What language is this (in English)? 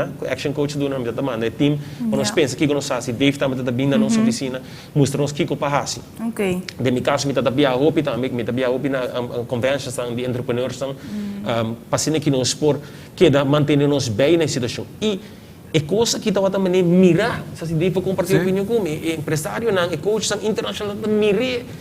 Papiamento